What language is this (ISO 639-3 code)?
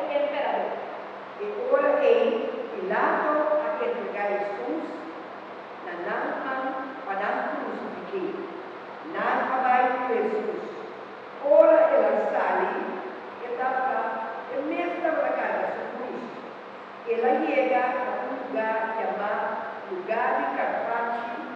pap